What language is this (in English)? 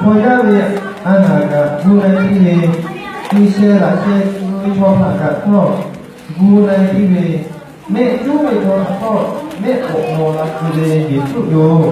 Lahu